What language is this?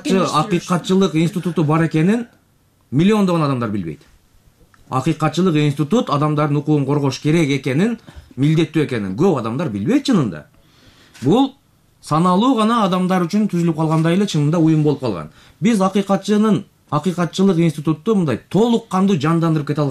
Kyrgyz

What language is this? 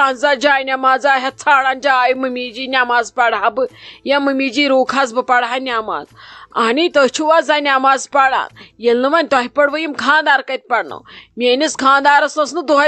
Kashmiri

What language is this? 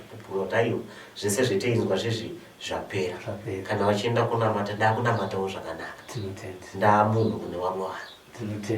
Shona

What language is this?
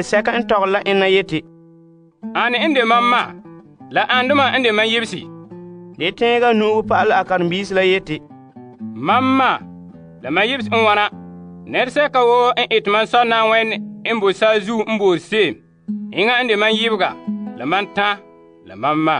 Frafra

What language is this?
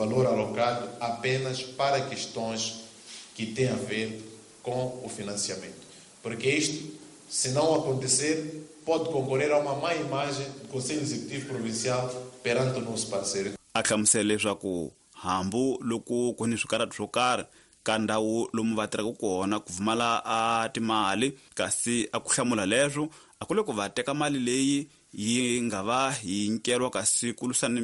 Tsonga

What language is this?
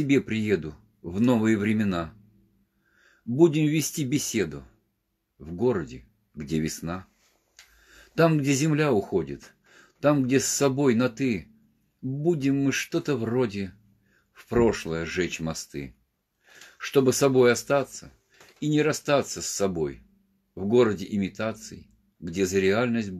Russian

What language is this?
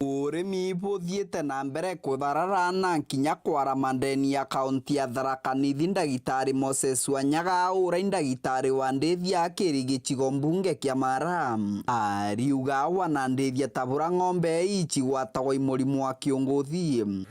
Meru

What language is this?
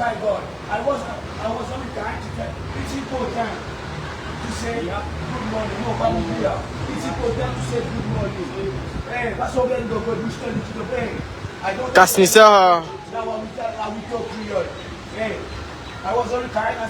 Morisyen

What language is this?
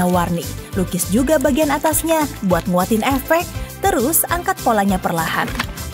Indonesian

